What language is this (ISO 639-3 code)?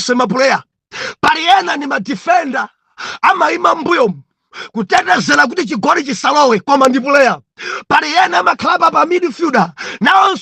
nya